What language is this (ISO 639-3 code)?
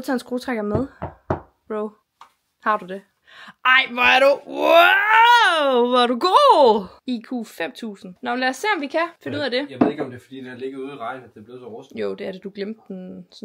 dan